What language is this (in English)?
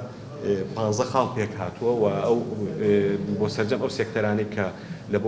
Central Kurdish